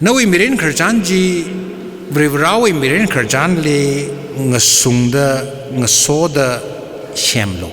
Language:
Tangkhul Naga (India)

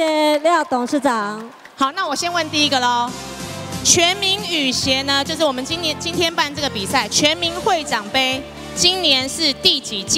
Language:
Chinese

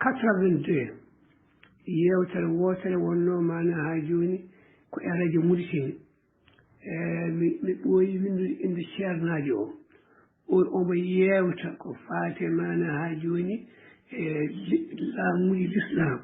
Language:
Fula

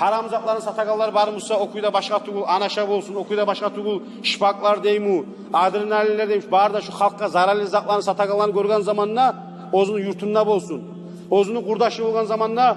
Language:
Kumyk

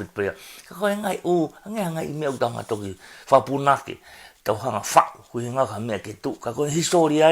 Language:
Tongan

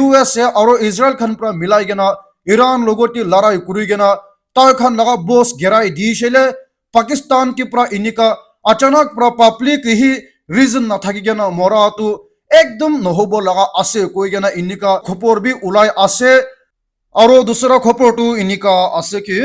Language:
Naga Pidgin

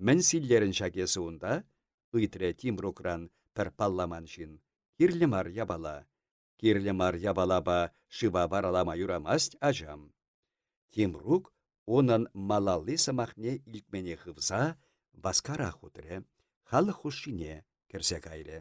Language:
Chuvash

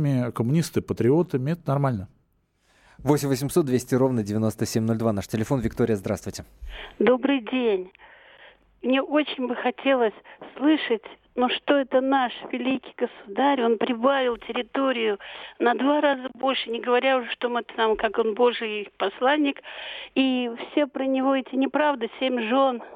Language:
Russian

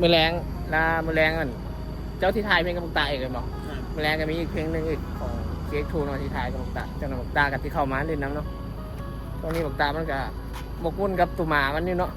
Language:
Northeastern Thai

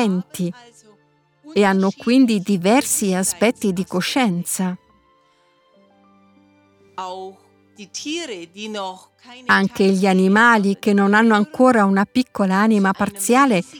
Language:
Italian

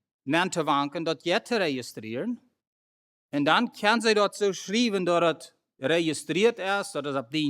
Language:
Plautdietsch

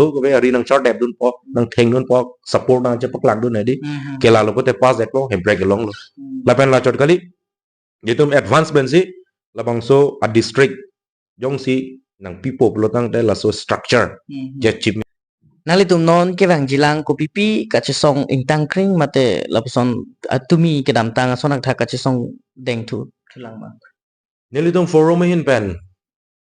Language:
Karbi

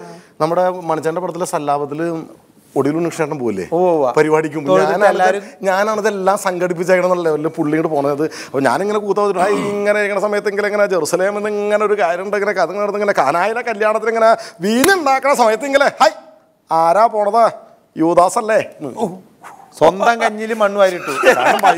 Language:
Malayalam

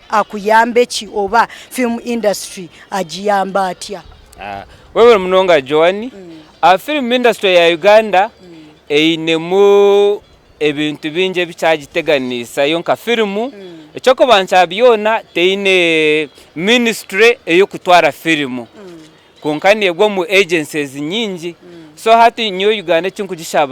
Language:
Nyankole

